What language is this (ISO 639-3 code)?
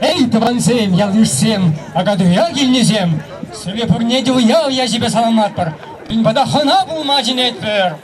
chv